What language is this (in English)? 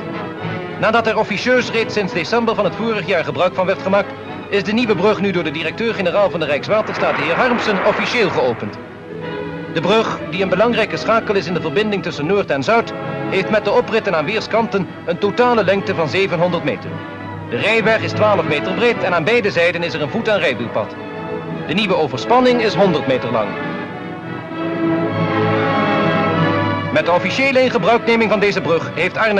Dutch